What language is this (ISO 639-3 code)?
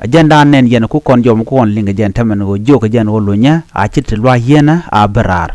nus